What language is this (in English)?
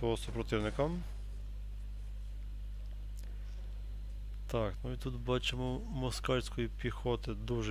Ukrainian